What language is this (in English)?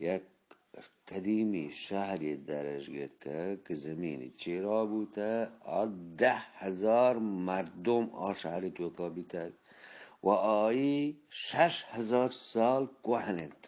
Eastern Balochi